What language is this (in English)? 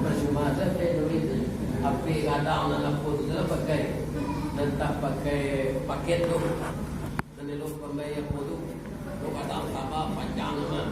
Minangkabau